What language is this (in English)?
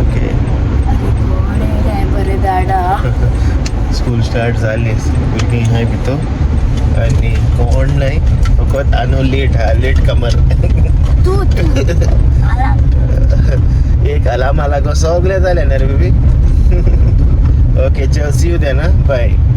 Konkani